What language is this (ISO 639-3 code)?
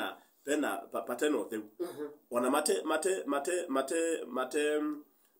kam